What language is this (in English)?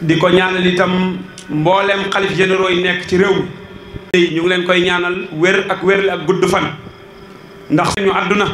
Wolof